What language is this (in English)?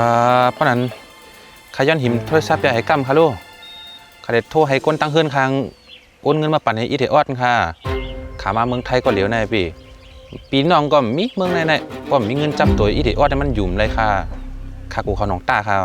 Shan